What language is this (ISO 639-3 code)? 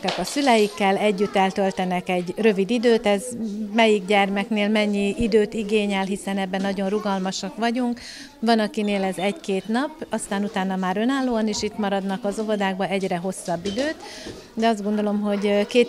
hun